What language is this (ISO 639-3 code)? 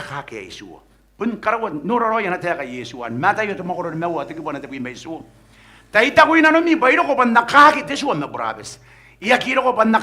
gil